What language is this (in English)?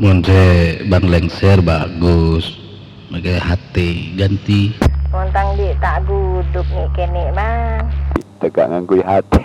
Madurese